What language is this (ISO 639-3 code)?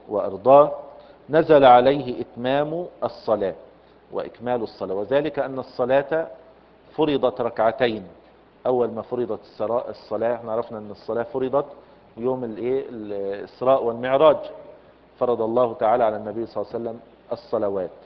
ara